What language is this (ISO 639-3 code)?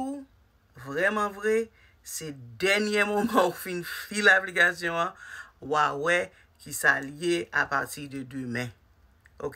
hat